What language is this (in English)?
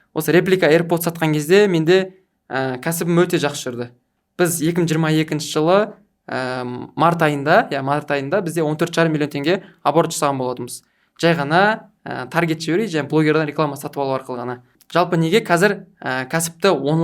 Kazakh